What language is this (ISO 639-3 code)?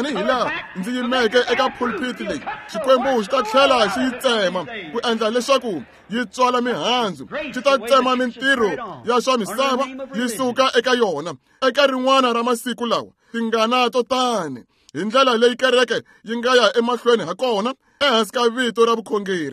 tso